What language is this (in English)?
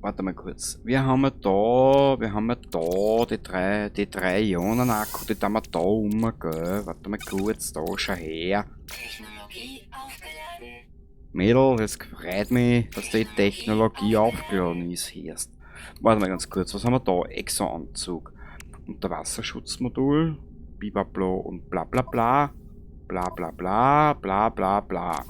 Bavarian